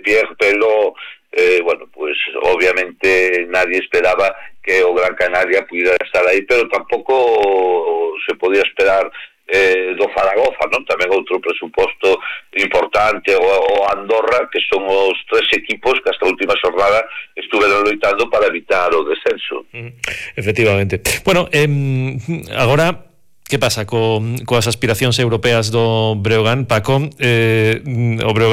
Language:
Galician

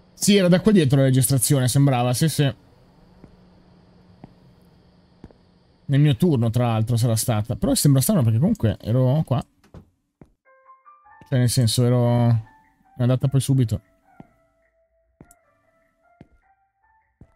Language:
Italian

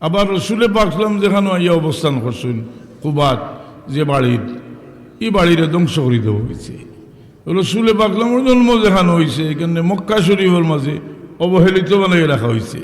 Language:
Sylheti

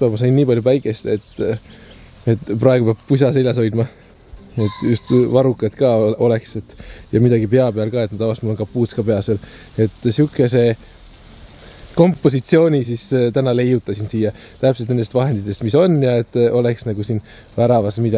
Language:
Estonian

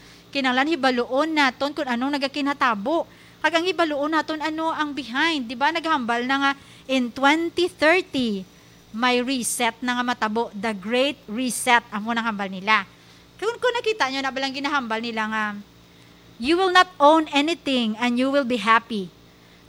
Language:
Hiligaynon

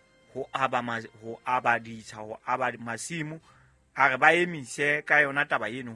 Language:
Southern Sotho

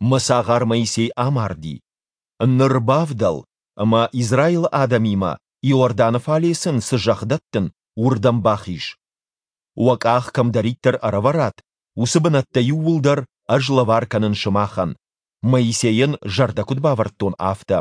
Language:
Ossetic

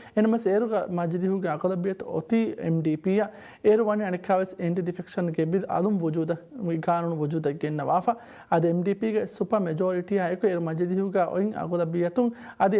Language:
Divehi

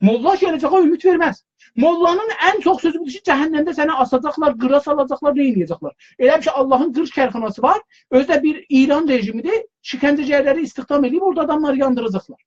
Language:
South Azerbaijani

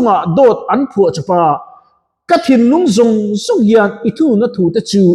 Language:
Mizo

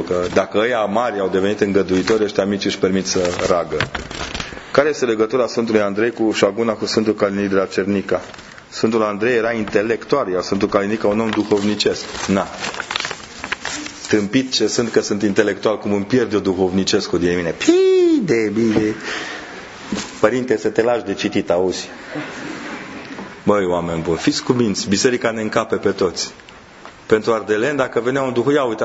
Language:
Romanian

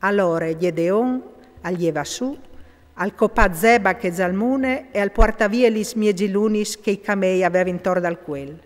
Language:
Friulian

